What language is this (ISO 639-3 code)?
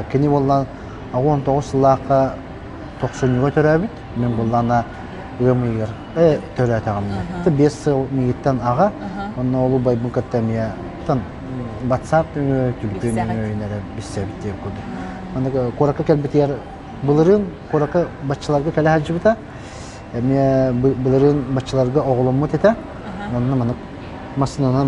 sah